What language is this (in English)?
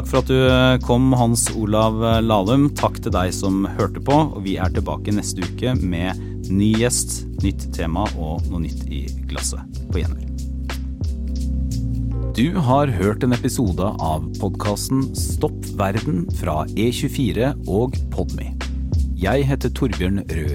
Norwegian